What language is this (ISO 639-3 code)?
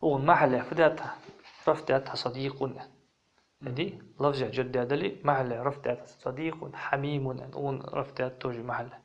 inh